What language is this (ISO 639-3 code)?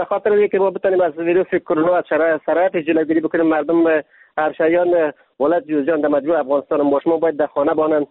fas